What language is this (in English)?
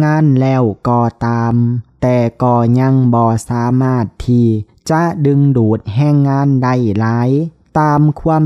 Lao